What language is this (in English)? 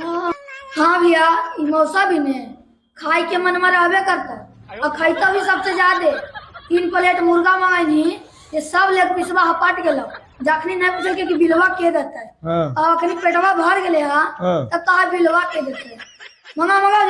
Magahi